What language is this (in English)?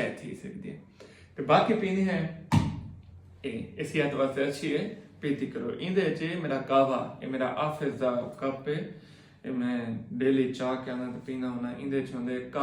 Saraiki